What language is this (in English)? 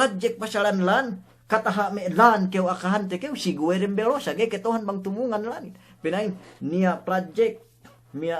Yakan